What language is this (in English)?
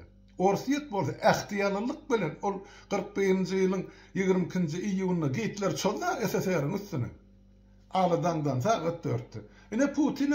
Turkmen